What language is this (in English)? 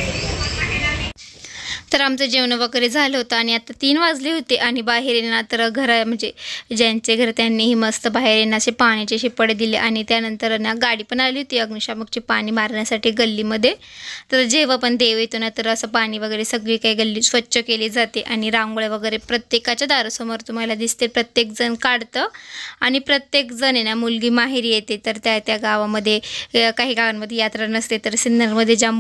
Marathi